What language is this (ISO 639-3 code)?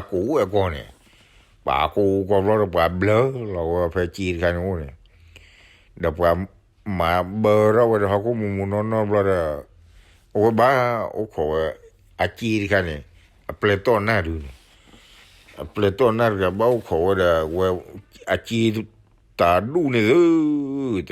ksw